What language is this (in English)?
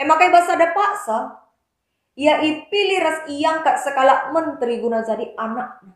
Batak Karo